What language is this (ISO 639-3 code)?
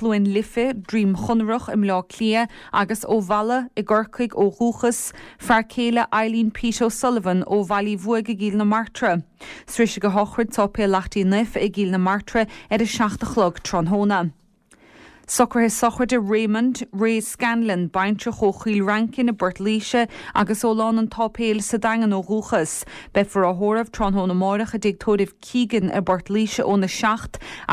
gle